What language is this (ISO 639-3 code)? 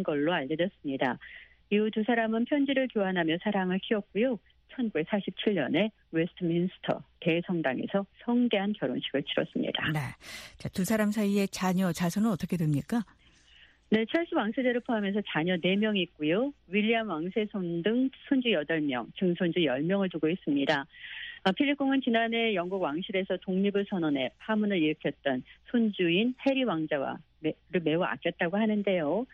kor